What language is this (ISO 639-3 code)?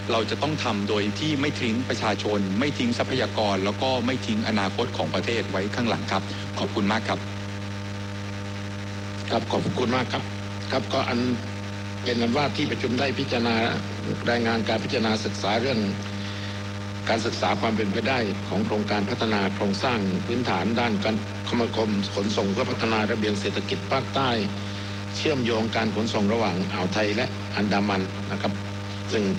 tha